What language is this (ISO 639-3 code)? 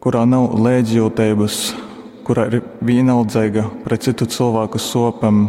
ltg